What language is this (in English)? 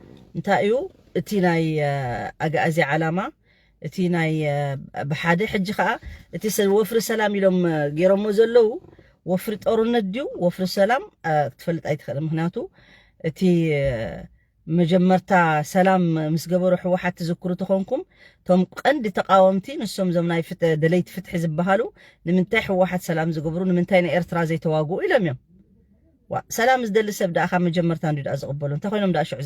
Tigrinya